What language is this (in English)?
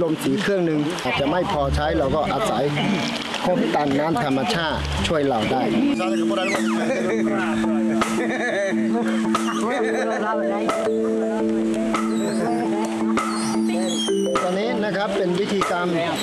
Thai